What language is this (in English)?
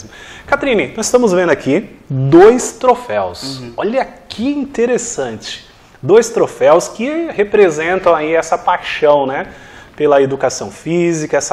Portuguese